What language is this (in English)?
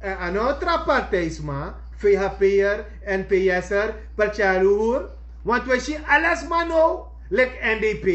Sranan Tongo